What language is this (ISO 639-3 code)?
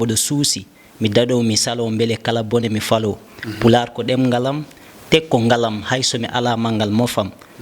ful